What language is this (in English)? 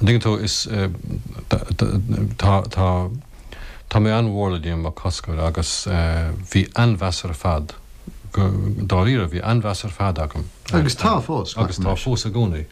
Irish